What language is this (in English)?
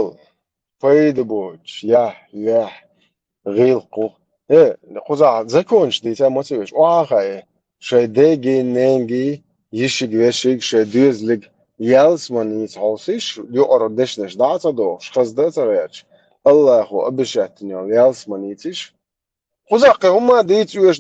Chechen